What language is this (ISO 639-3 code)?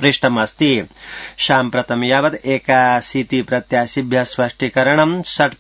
san